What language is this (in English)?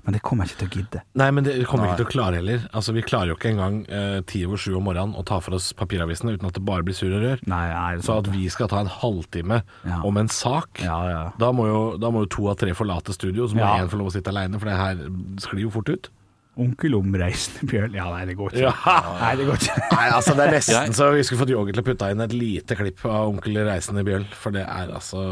Norwegian